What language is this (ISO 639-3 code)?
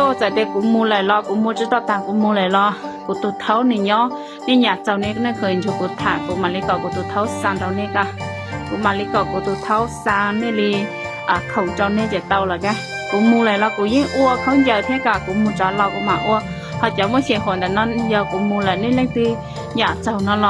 hmn